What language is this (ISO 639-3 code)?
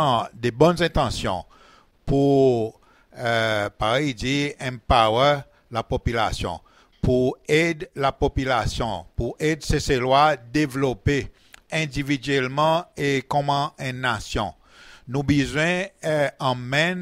crs